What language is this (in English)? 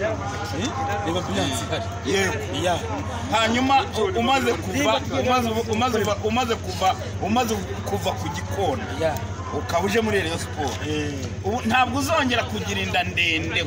Kinyarwanda